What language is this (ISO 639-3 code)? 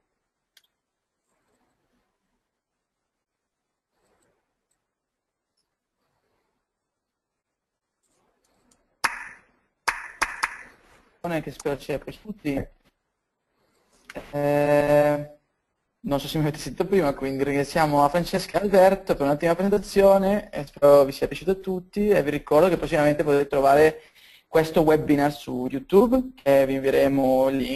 ita